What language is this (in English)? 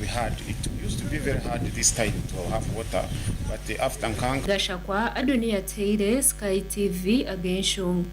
Nyankole